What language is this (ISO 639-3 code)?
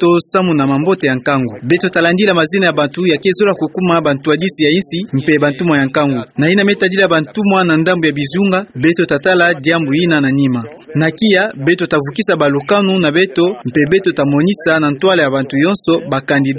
ktu